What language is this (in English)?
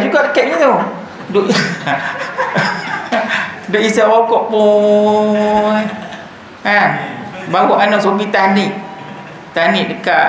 Malay